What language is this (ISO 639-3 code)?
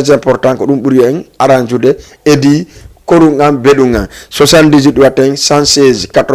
ful